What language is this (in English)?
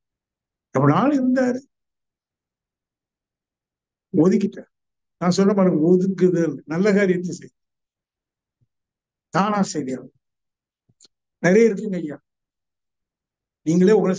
Tamil